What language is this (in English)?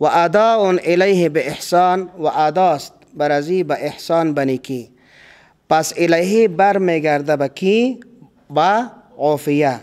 Persian